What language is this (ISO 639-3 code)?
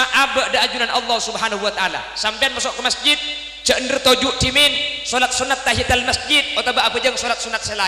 mad